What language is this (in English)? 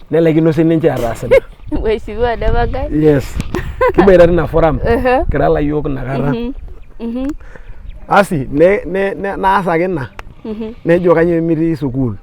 Masai